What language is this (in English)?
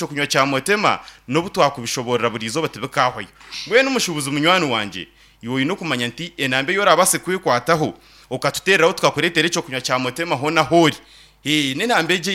Nyankole